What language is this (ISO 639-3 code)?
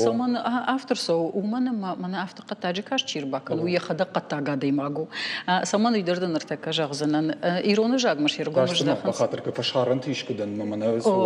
oss